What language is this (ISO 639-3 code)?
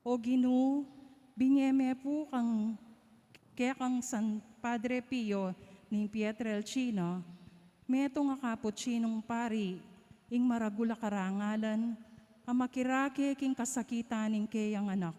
pam